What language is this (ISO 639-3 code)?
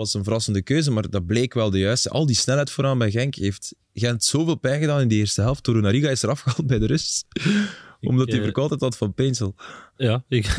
nld